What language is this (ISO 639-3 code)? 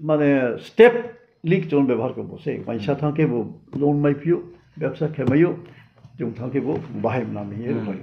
ria